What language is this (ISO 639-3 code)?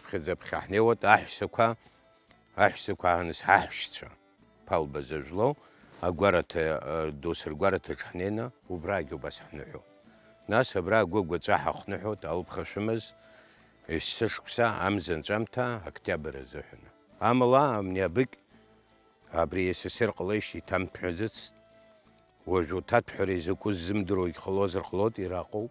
abk